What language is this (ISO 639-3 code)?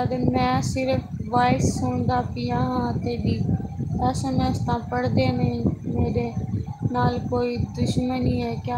skr